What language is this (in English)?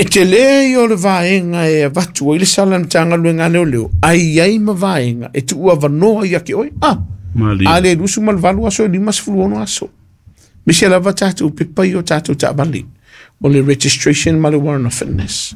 Samoan